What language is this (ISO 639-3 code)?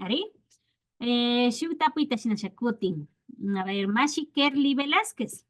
qvi